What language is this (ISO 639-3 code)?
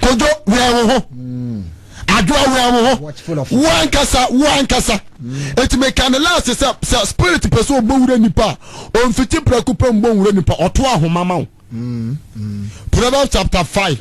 aka